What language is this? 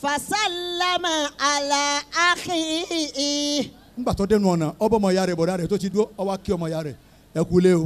Yoruba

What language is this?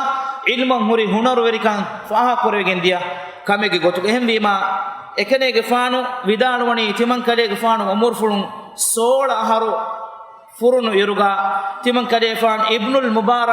Divehi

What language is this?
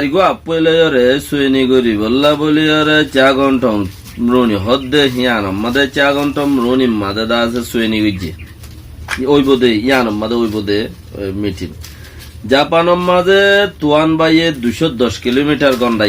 Rohingya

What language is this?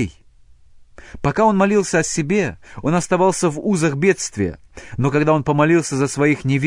Russian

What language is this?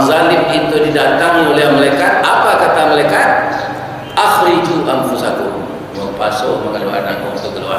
Minangkabau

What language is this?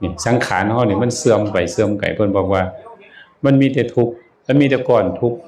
Northeastern Thai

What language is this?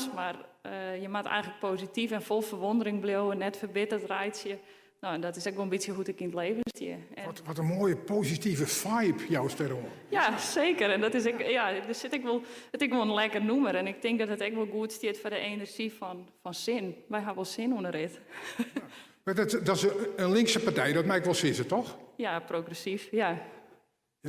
Western Frisian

